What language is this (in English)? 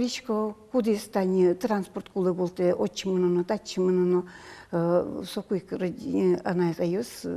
Udmurt